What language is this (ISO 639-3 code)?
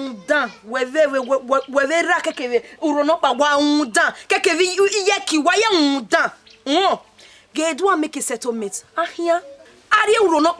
bin